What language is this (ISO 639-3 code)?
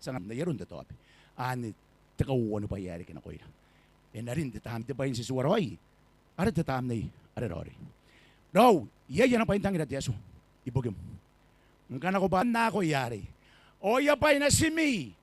gil